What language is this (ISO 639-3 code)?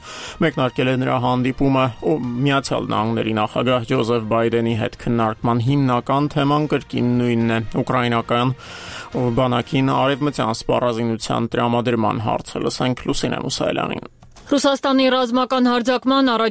hye